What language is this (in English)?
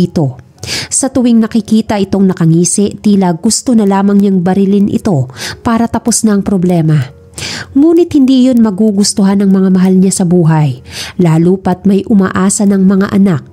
Filipino